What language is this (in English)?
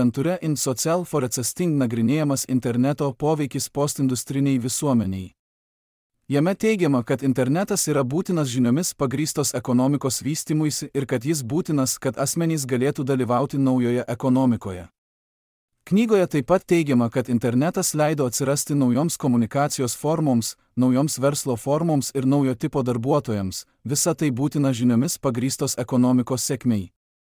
Lithuanian